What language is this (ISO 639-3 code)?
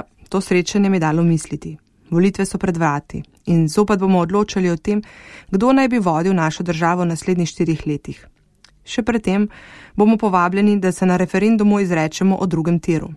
slv